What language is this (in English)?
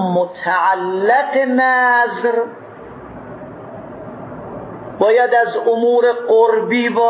Persian